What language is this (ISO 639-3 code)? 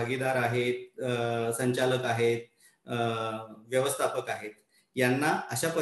mar